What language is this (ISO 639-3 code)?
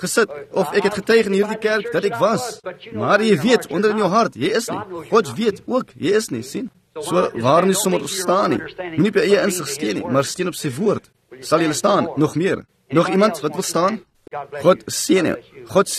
afr